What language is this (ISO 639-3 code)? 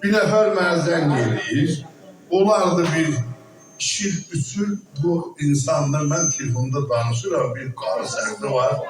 azb